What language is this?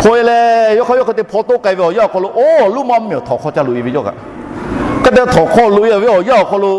Lahu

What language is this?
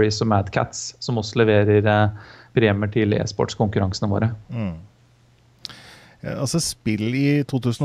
Norwegian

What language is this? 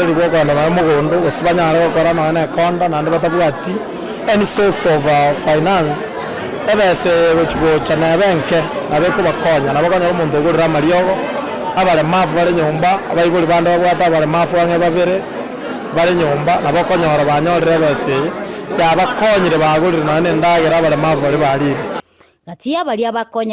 Gusii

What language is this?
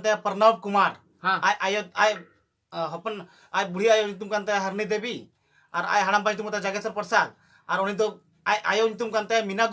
Santali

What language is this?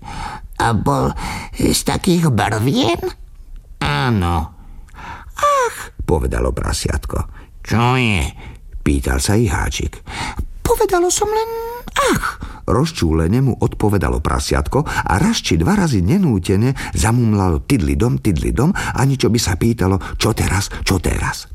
Slovak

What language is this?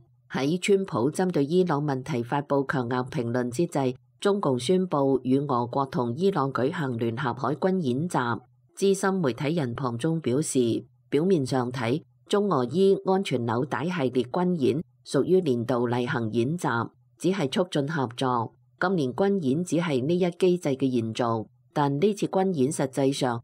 Cantonese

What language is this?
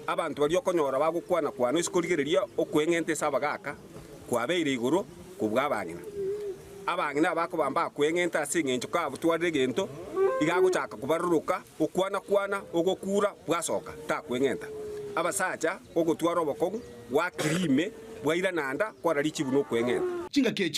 Gusii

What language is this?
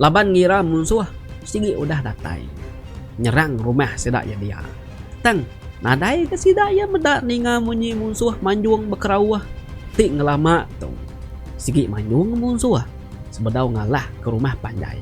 Iban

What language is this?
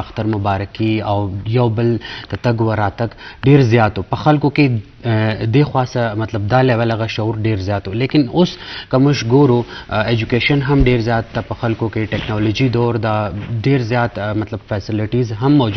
Eastern Balochi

